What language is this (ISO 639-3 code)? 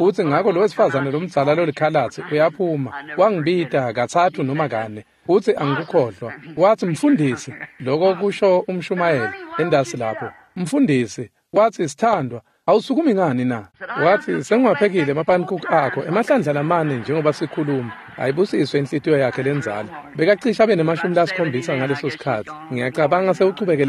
ssw